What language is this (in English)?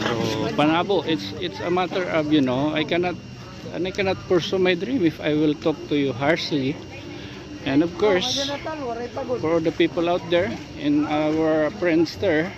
Waray